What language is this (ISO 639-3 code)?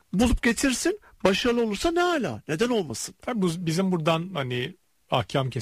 tur